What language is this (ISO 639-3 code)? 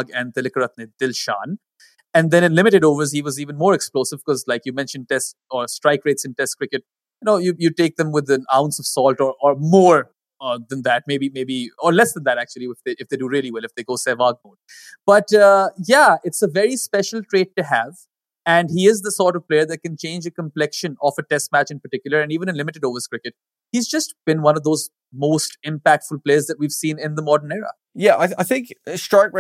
eng